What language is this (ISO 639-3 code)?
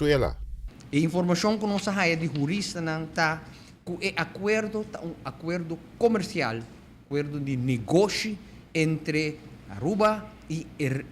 pap